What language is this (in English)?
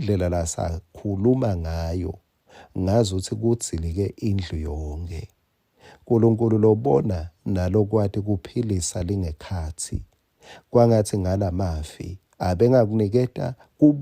Swati